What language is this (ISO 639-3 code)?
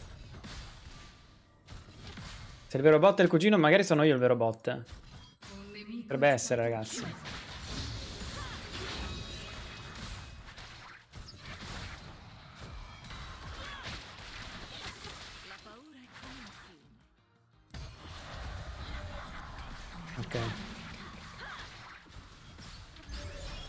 ita